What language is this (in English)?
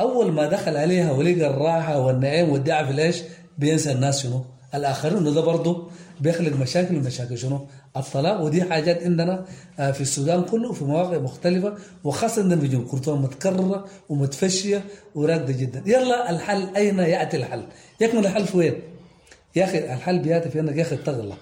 Sudanese Arabic